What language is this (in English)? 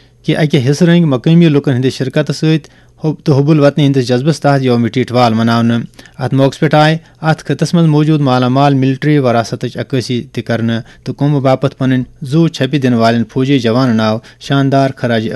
Kashmiri